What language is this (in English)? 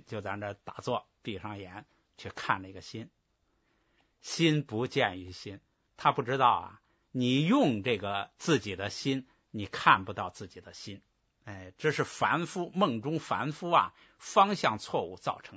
Chinese